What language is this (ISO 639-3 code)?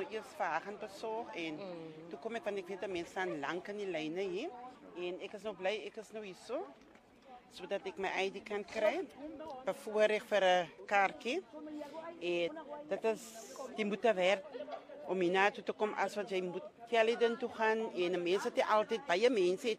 afr